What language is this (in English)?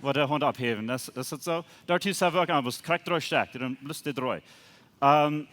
Plautdietsch